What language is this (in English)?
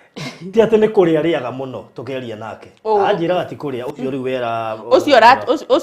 Kikuyu